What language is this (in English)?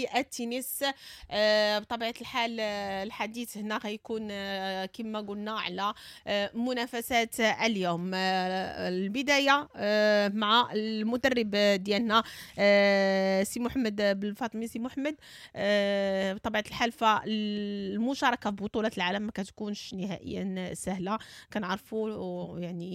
Moroccan Arabic